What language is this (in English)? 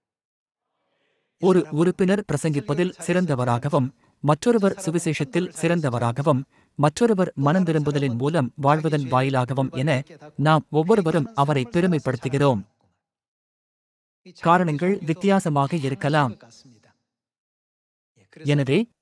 Tamil